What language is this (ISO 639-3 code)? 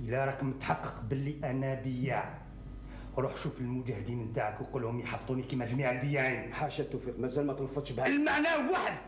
arq